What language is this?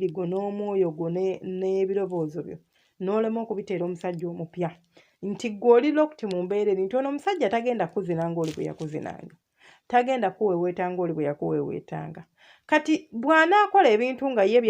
Ganda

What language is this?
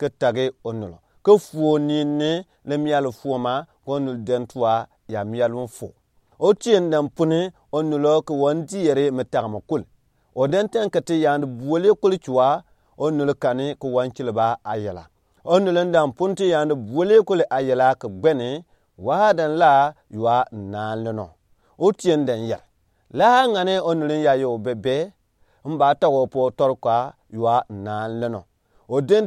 Gourmanchéma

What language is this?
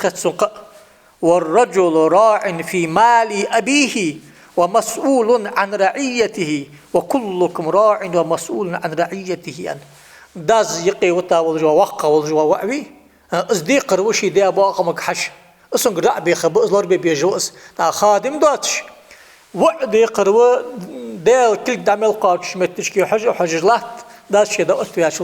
Ingush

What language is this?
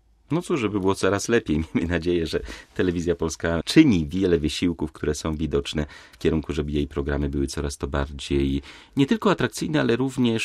Polish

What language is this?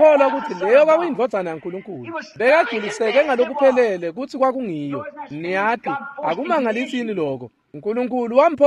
Swati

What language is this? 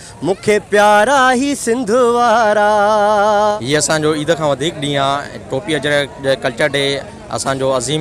Sindhi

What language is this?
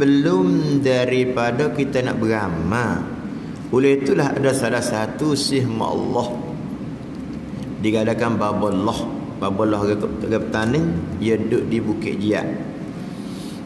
Malay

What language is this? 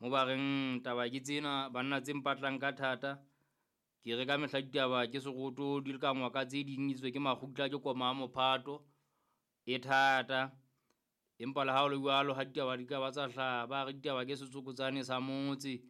Southern Sotho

